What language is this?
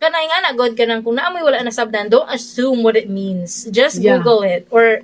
Cebuano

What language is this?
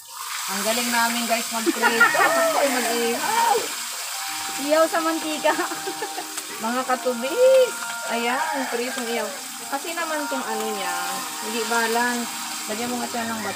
Filipino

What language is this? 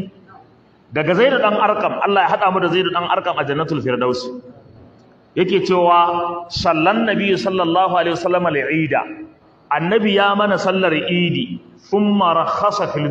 Hausa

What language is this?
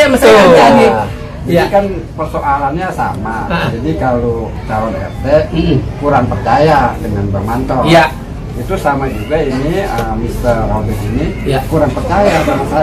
Betawi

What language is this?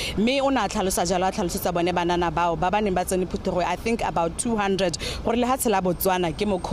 Tswana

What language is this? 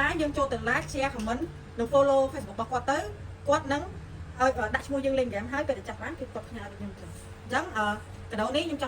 Khmer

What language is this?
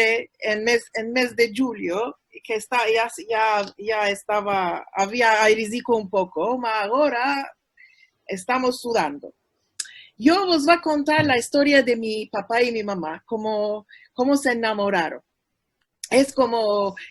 Ladino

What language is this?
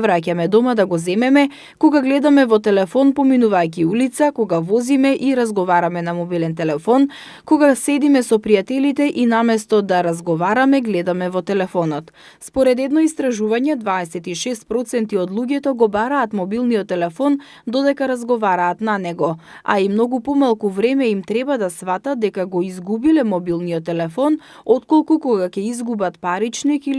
Macedonian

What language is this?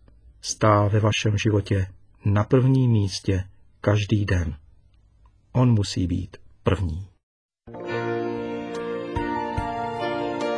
Czech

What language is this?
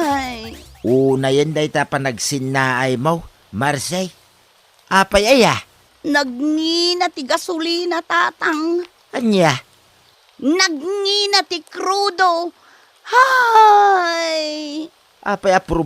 Iloko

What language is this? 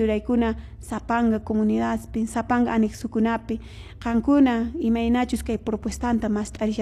Quechua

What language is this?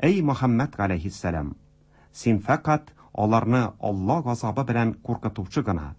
Tatar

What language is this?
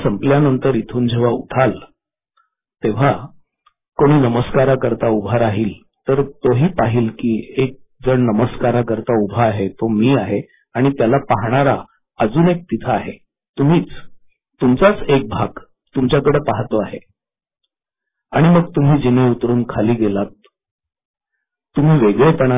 Marathi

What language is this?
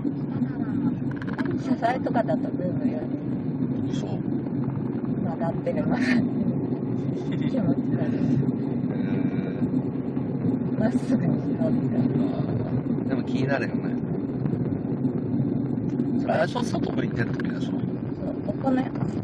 Japanese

